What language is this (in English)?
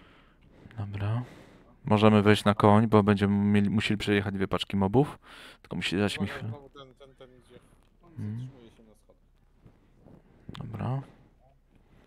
Polish